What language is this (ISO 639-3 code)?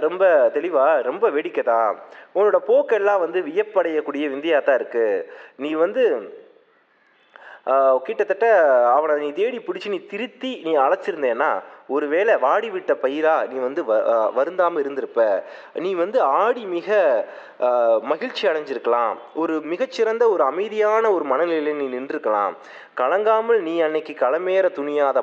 tam